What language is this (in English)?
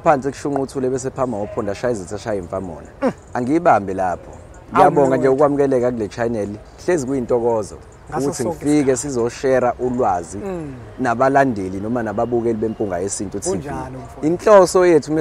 Zulu